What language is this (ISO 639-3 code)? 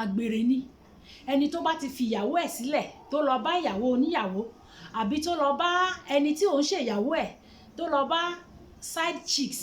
yor